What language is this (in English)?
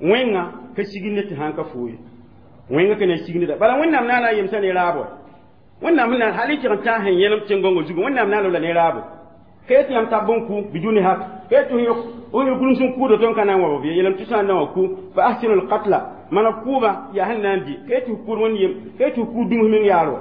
Mossi